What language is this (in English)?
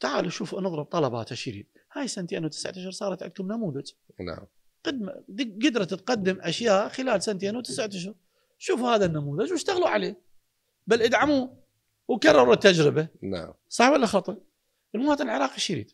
Mesopotamian Arabic